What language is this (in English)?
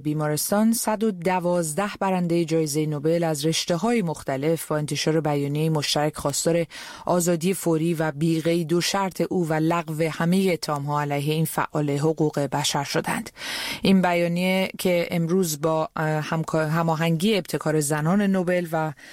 Persian